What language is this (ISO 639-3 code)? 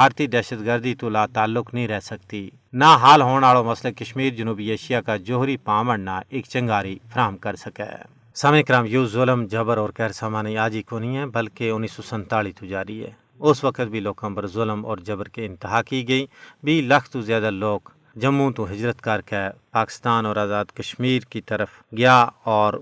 gju